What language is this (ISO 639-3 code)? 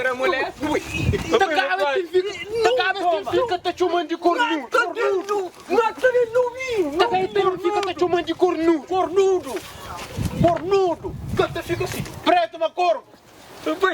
kea